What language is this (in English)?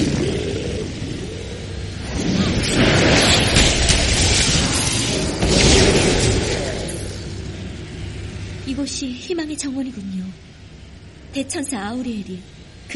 Korean